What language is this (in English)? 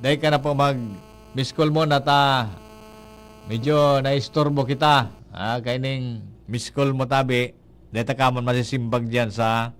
Bikol